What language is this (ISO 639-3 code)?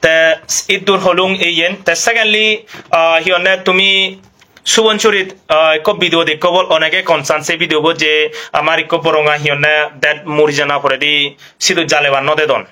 ccp